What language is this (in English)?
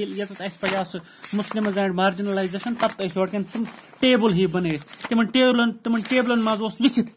Kashmiri